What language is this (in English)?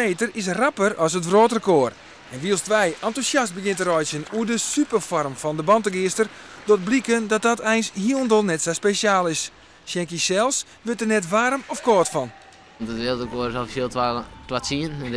Western Frisian